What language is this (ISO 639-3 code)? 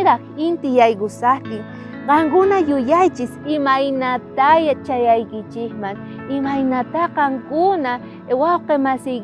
quh